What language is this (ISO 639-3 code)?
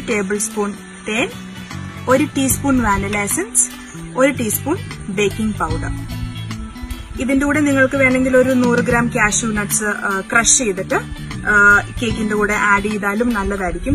mal